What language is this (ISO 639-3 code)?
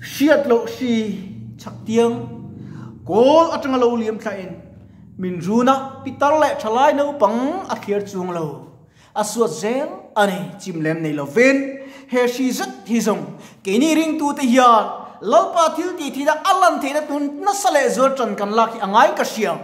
lus